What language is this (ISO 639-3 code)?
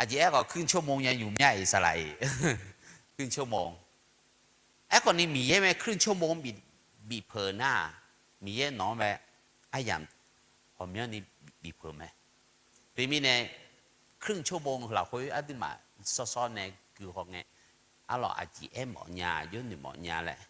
ahk